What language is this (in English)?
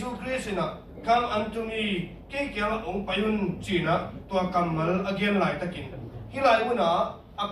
Tedim Chin